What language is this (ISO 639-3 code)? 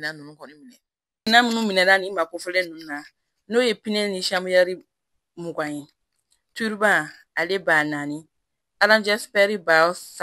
bam